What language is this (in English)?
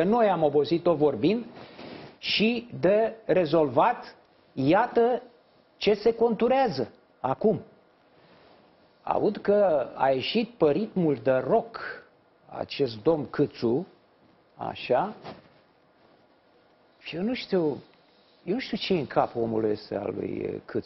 Romanian